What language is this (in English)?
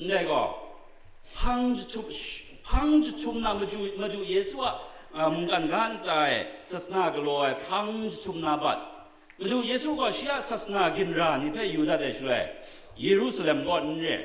Kachin